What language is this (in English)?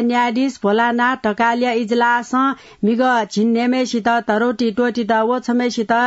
Newari